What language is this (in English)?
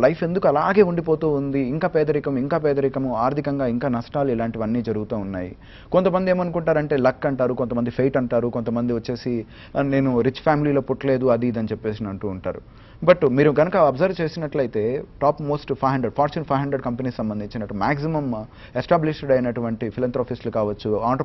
Telugu